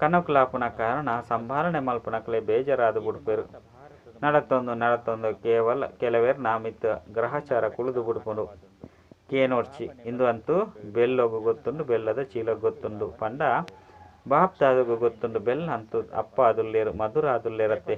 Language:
Tulu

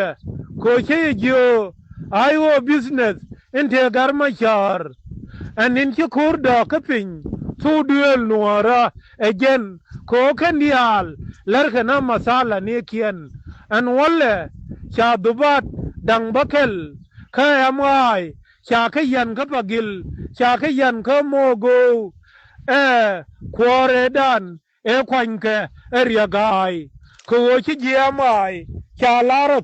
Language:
Nuer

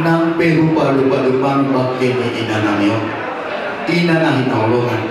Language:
Batak Toba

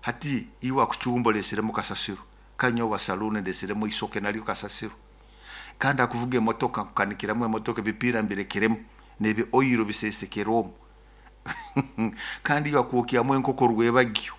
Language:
Nyoro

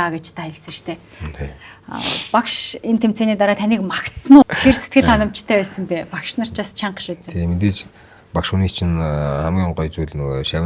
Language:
Mongolian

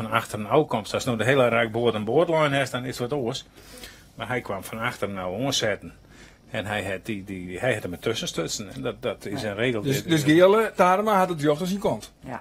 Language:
Western Frisian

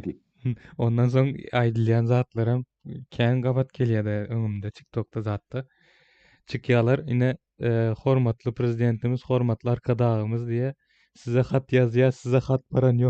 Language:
Turkmen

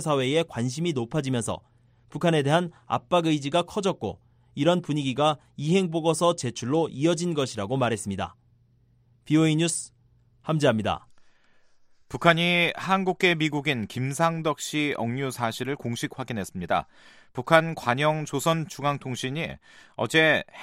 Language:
Korean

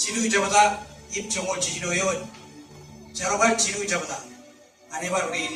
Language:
Marshallese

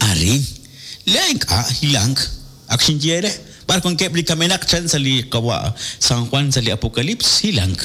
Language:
Kekchí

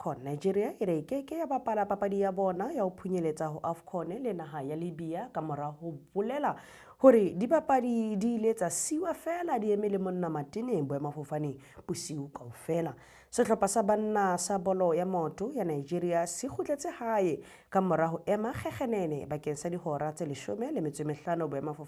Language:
Southern Sotho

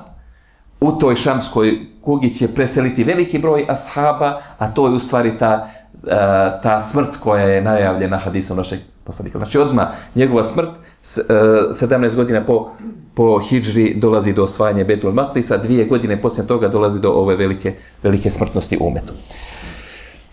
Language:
Bosnian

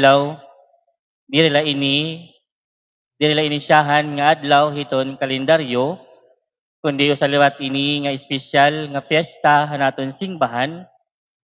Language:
Waray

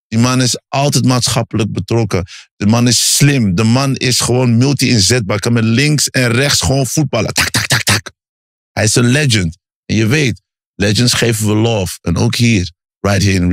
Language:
Dutch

